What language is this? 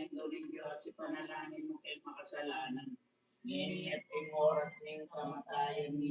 Pampanga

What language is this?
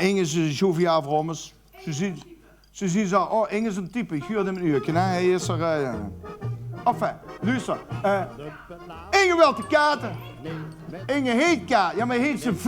Limburgish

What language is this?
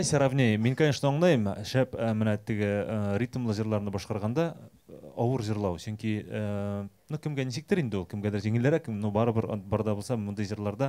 Bashkir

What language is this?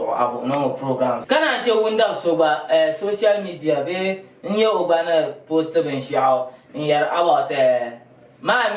Dagbani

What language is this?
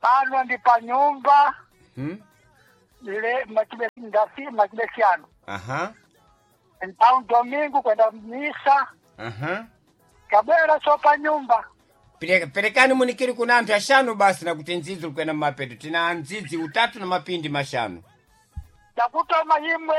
Sena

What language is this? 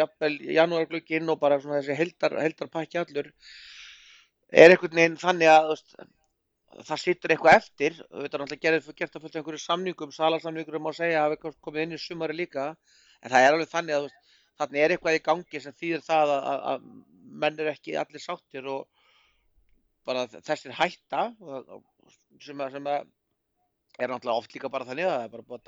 Icelandic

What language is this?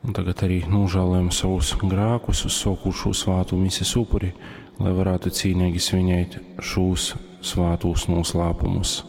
Latgalian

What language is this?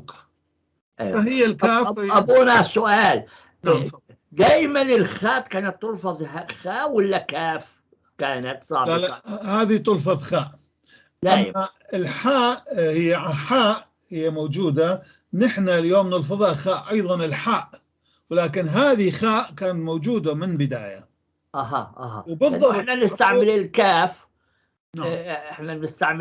North Levantine Arabic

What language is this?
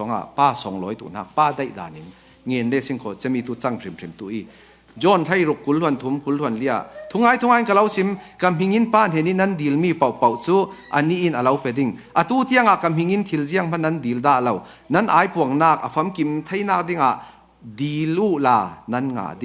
Falam Chin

